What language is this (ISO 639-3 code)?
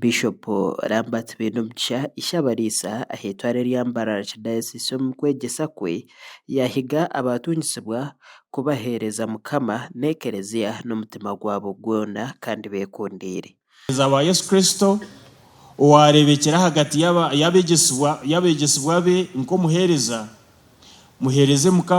nyn